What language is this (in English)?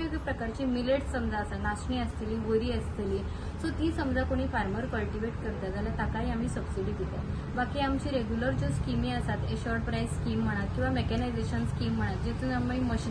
Konkani